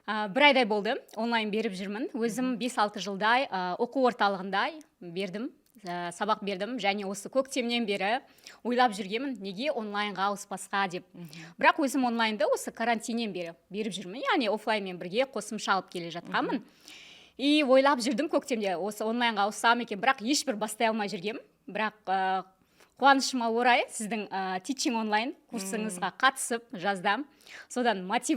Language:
Kazakh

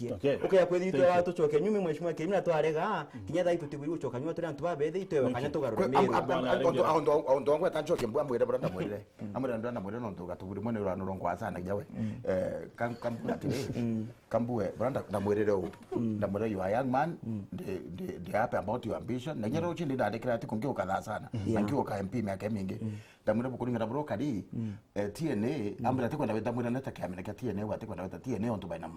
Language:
Meru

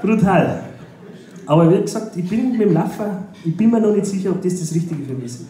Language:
Bavarian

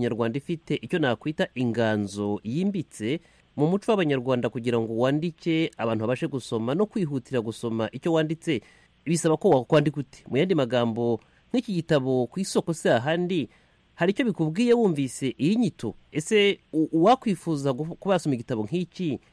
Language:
Kinyarwanda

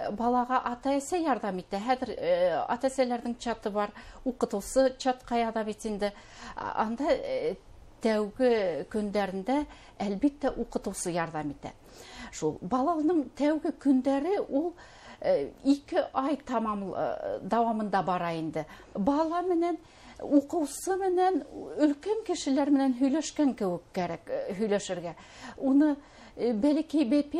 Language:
Bashkir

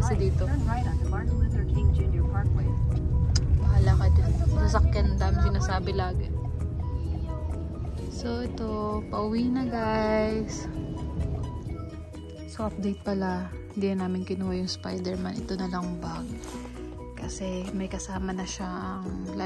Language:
Filipino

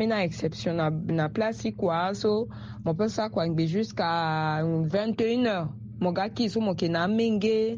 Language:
Sango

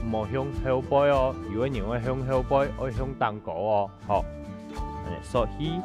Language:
Hakka Chinese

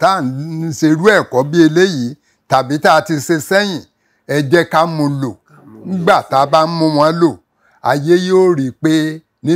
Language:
Yoruba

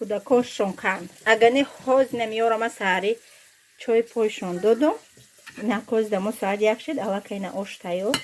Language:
Tajik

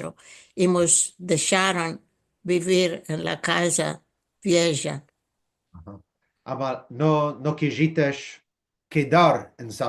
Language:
Ladino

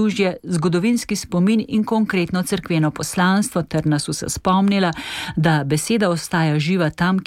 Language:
Slovenian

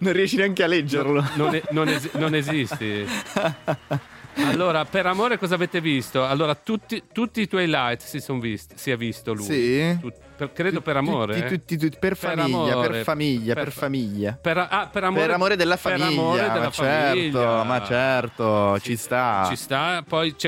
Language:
Italian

